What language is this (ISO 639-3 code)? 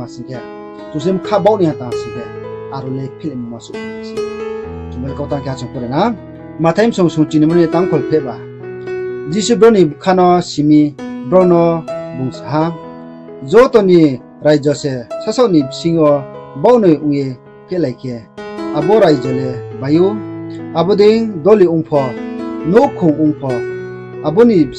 ria